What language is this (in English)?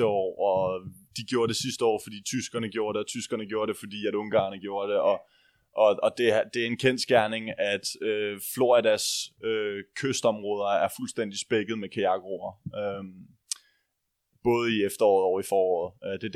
Danish